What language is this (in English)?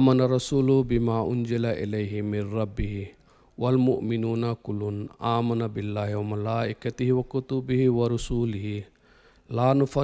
Manipuri